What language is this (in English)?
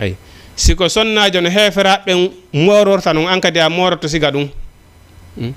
Fula